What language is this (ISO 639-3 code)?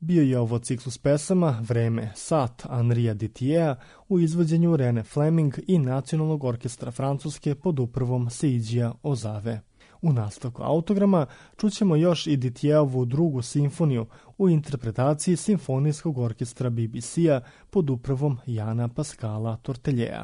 srp